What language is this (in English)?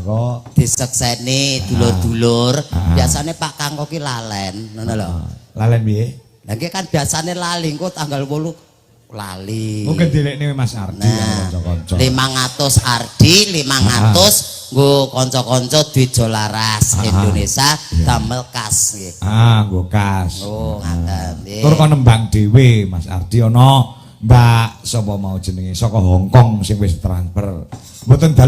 Javanese